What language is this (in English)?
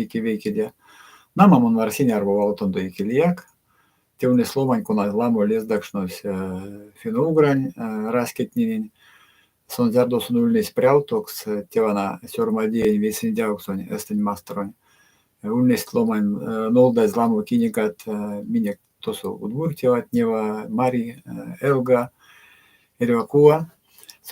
Erzya